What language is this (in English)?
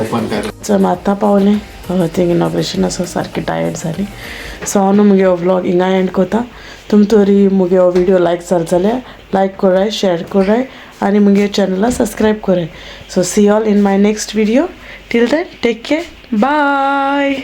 Konkani